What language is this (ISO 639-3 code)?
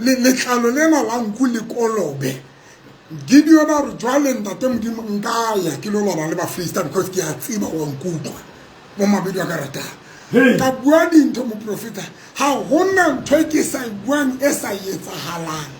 sot